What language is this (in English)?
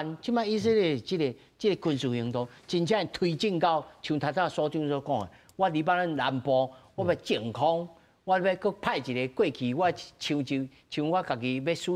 Min Nan Chinese